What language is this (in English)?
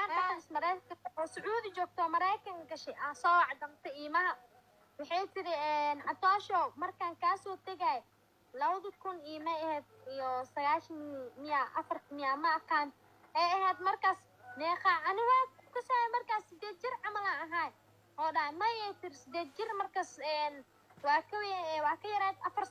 Somali